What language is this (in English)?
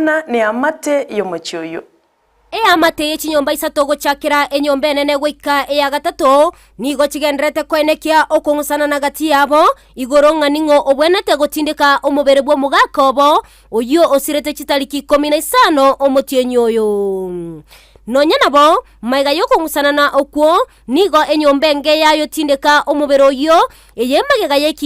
Gusii